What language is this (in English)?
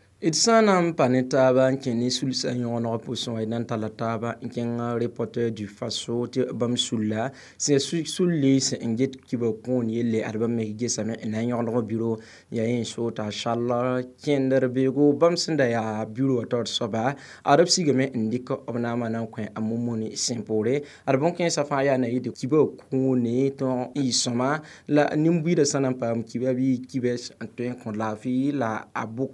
Mossi